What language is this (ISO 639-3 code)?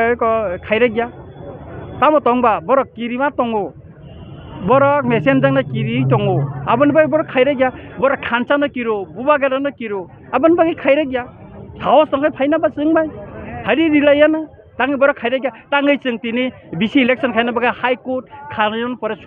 trp